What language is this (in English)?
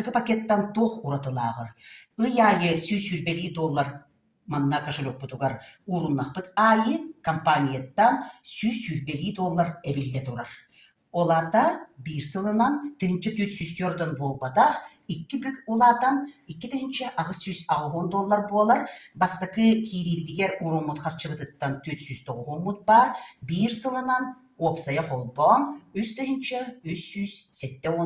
Yakut